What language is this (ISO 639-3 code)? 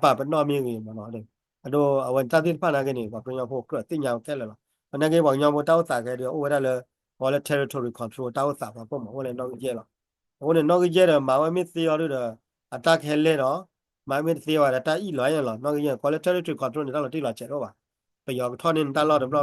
ksw